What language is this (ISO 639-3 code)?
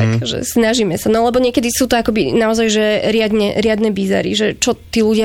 slk